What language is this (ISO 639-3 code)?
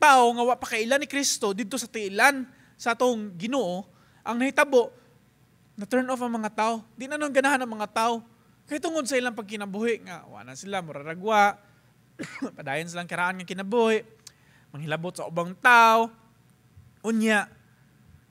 ceb